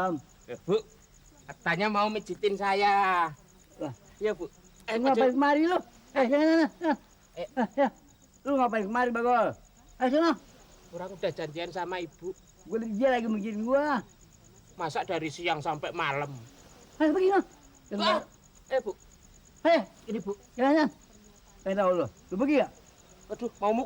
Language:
Betawi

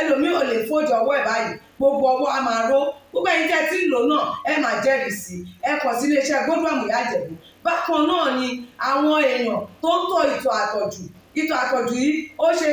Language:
Yoruba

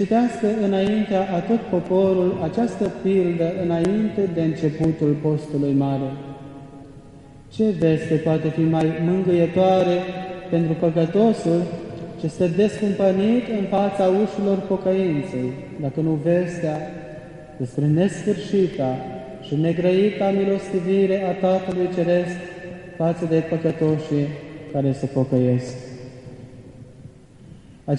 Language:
Romanian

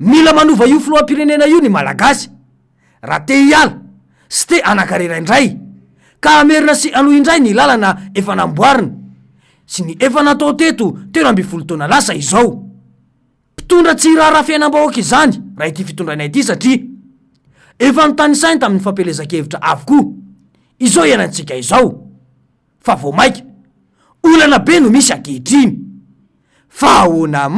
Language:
Malagasy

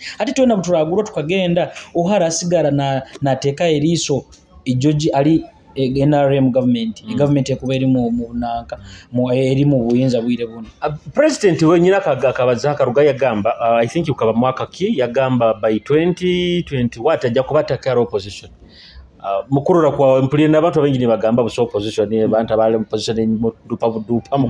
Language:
Nyoro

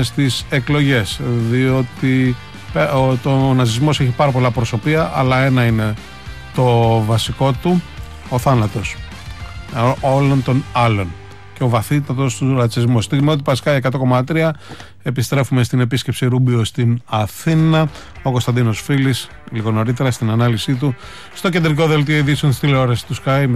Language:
Greek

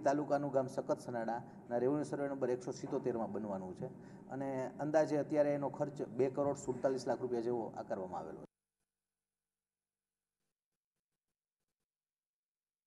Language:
Gujarati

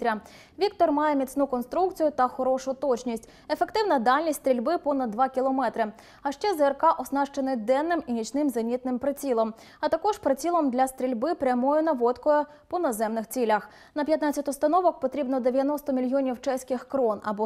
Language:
Ukrainian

